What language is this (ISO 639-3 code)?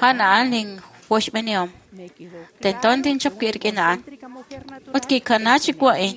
kek